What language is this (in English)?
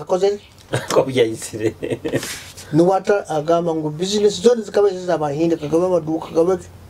Nyoro